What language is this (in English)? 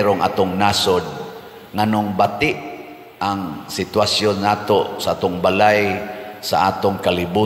Cebuano